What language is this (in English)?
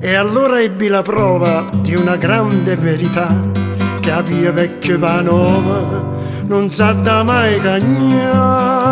Neapolitan